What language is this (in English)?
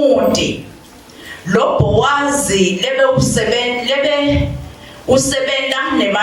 Swati